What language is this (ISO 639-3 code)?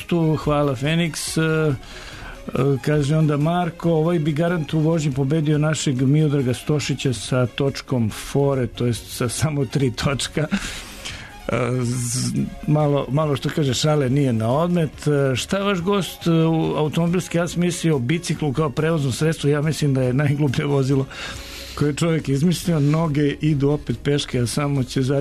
srp